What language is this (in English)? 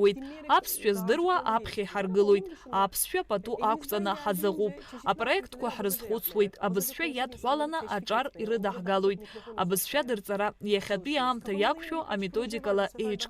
Abkhazian